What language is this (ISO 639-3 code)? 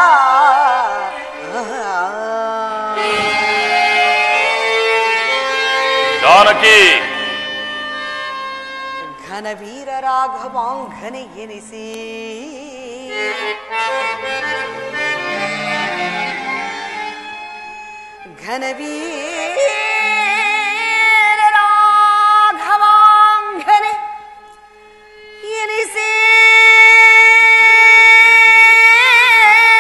kan